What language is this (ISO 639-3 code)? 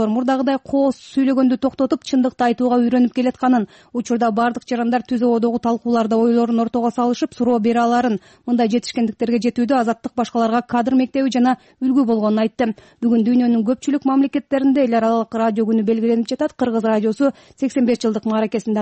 kir